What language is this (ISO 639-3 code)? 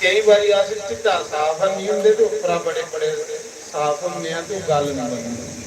doi